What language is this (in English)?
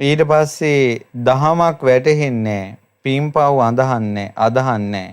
Sinhala